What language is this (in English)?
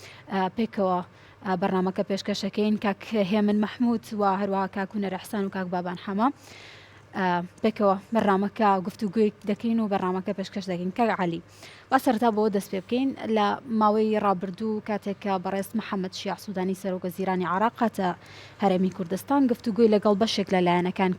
Central Kurdish